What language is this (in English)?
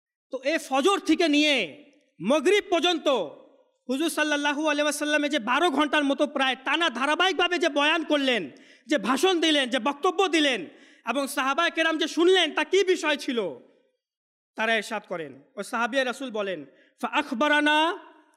Bangla